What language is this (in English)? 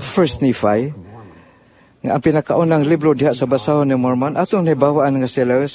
Cebuano